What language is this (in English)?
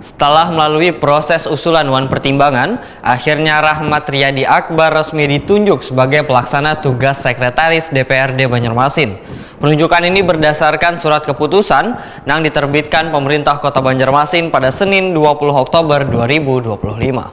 Banjar